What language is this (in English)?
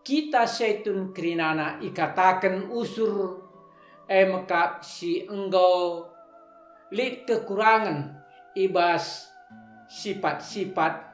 Batak Karo